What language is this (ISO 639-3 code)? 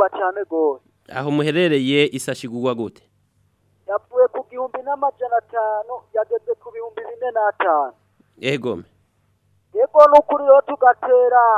run